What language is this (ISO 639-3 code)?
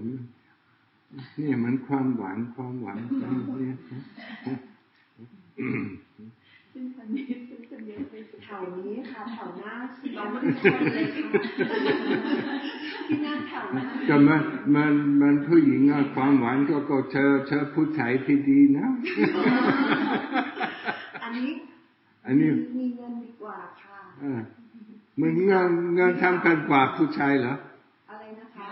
tha